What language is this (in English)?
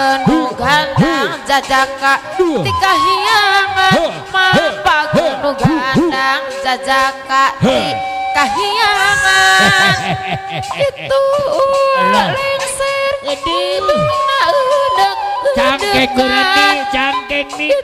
Sundanese